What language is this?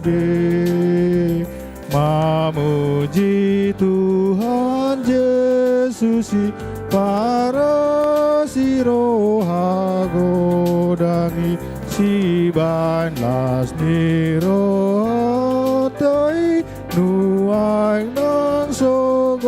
Batak Toba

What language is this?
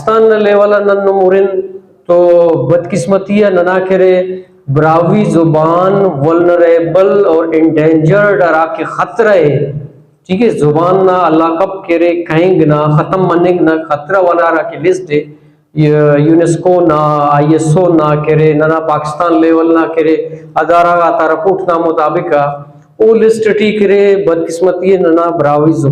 Brahui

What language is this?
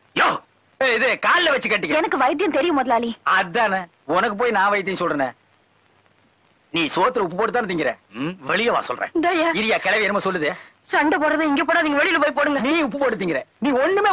Tamil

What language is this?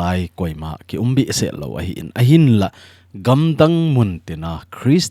Thado Chin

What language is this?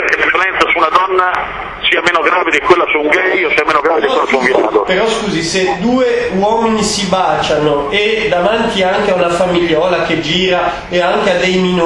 Italian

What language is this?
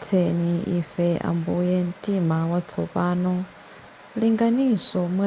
Nyanja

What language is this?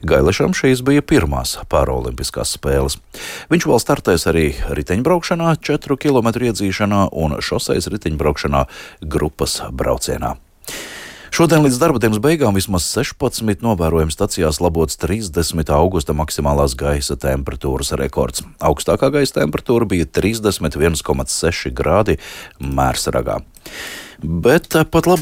Latvian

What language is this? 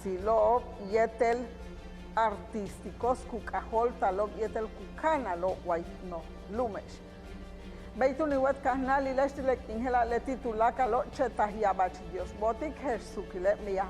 Yucateco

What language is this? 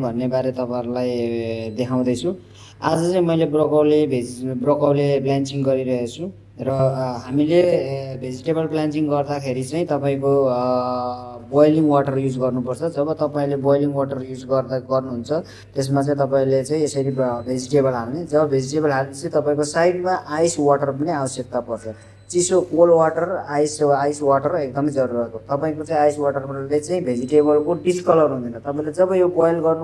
Nepali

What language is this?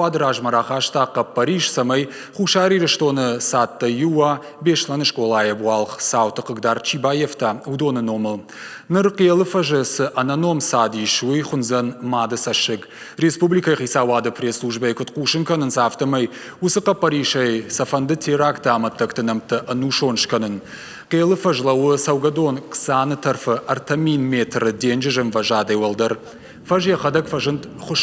Ossetic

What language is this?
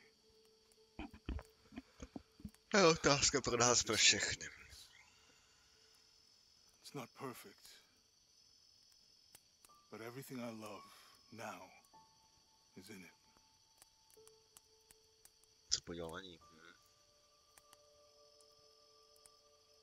Czech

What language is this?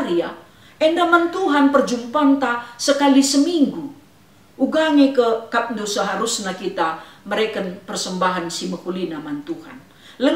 Batak Karo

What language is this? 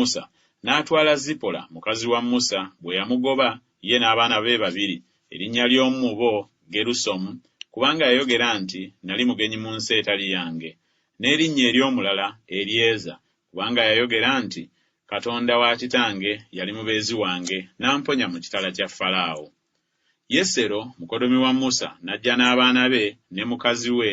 Ganda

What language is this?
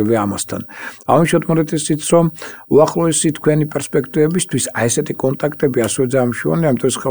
Georgian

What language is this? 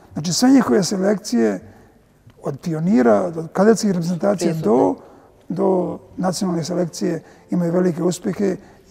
Serbian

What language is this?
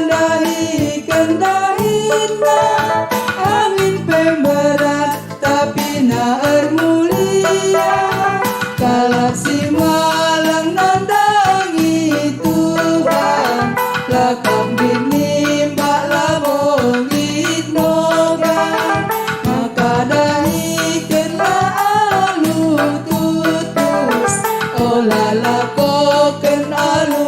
Batak Karo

